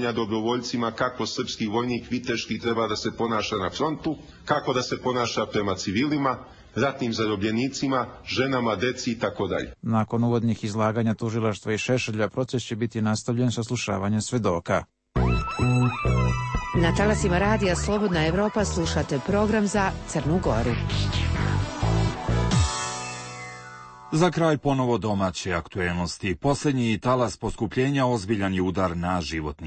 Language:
Serbian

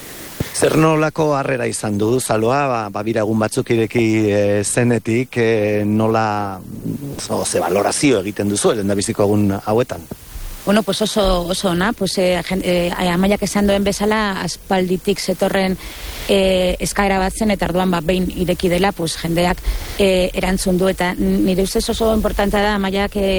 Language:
Basque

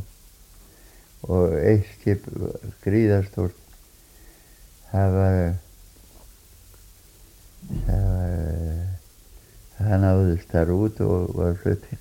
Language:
Icelandic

